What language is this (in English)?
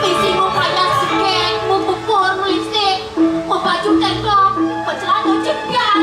Balinese